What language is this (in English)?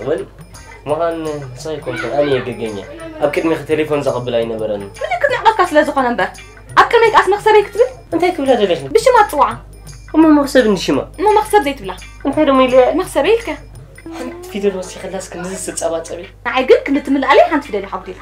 Tigrinya